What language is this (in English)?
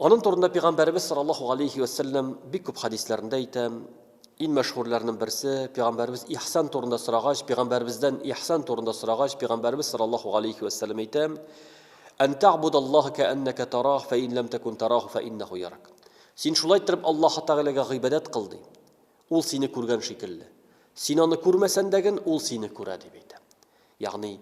Tatar